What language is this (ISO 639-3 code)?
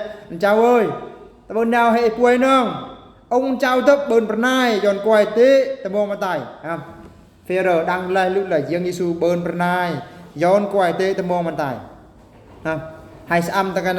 bru